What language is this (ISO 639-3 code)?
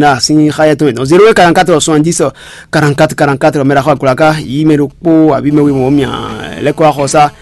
fon